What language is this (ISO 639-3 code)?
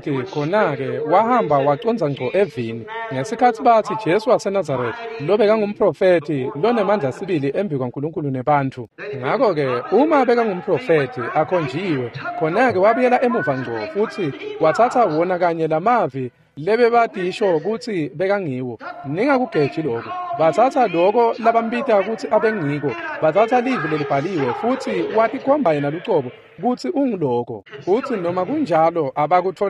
ssw